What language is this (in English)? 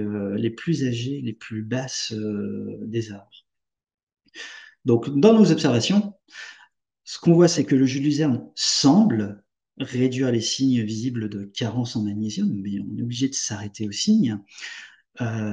French